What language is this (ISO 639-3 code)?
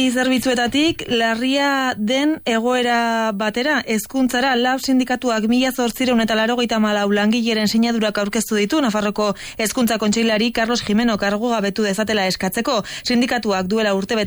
eus